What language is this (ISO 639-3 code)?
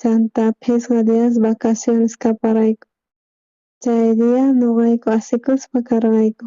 quh